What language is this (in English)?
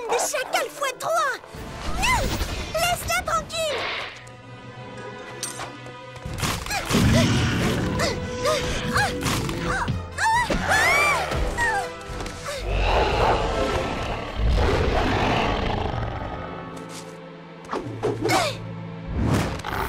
French